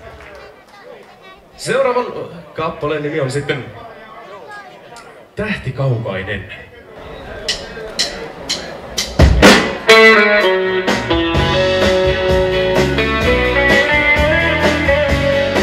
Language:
Finnish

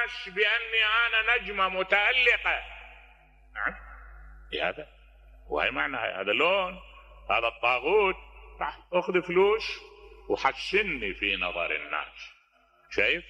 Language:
Mesopotamian Arabic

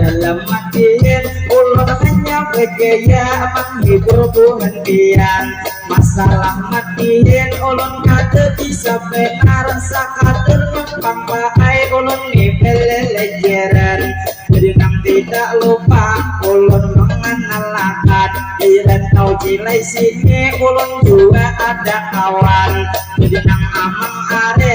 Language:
Banjar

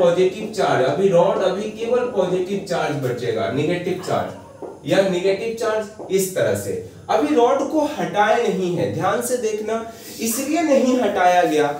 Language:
Hindi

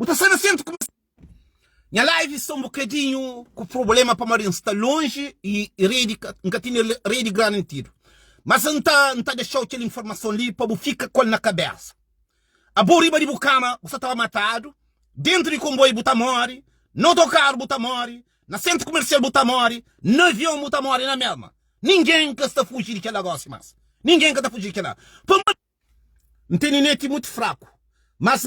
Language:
Kabuverdianu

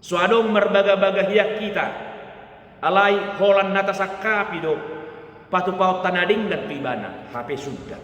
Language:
Batak Toba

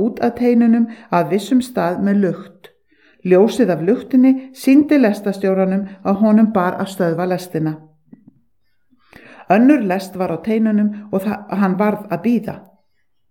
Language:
Icelandic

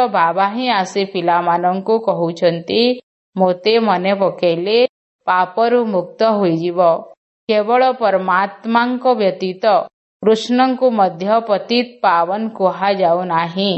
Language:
Odia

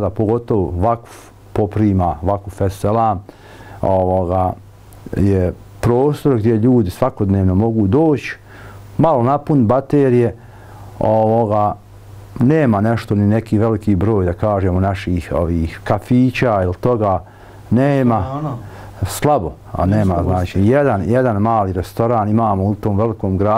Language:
Bosnian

